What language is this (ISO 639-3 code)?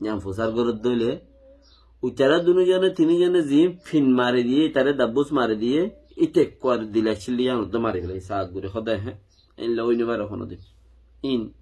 rhg